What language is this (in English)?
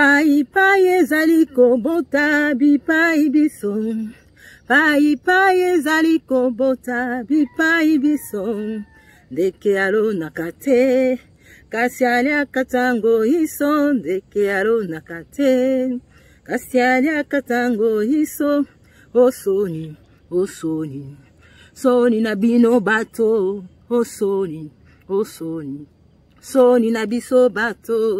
Lingala